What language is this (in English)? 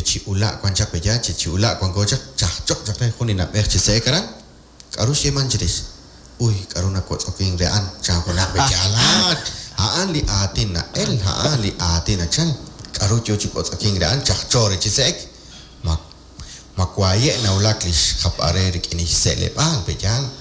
Kekchí